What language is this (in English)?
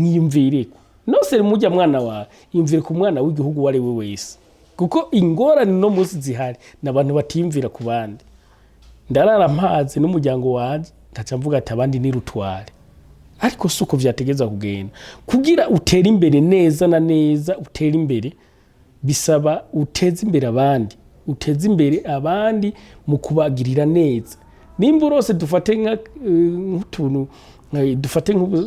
Rundi